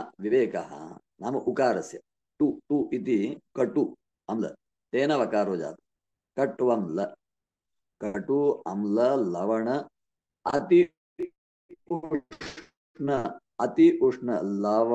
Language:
Sanskrit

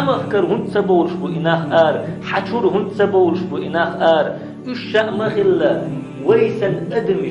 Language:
Chechen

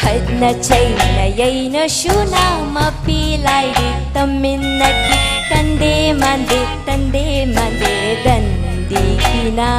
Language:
Manipuri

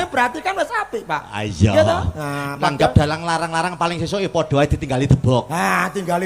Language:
Javanese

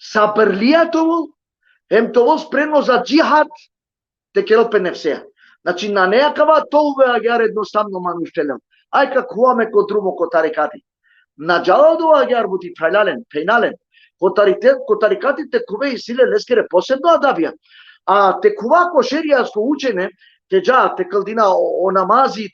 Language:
Balkan Romani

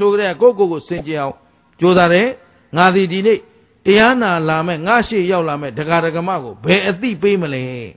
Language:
Burmese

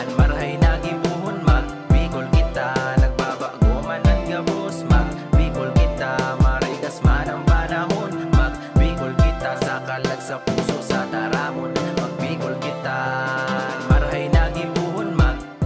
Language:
Bikol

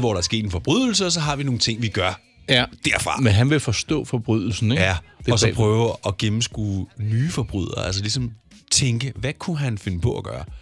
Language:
Danish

